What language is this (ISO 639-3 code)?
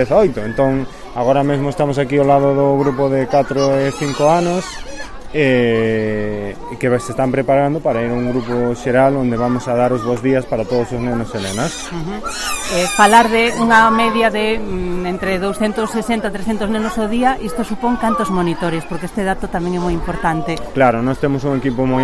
glg